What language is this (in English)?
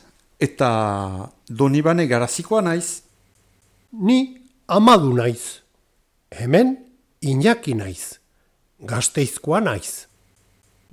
Basque